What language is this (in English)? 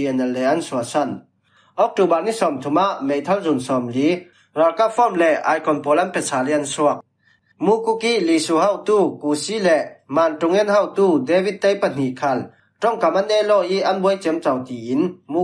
Falam Chin